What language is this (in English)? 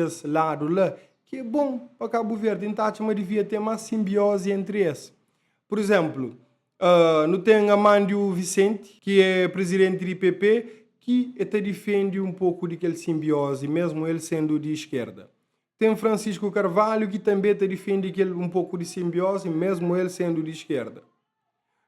Kabuverdianu